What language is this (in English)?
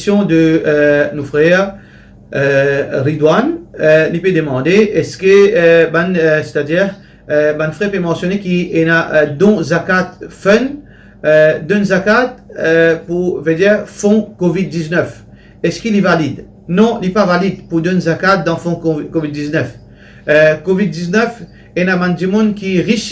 Morisyen